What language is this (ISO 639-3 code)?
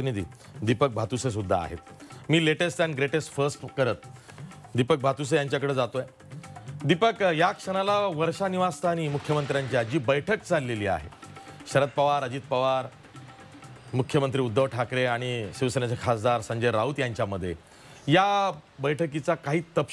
mar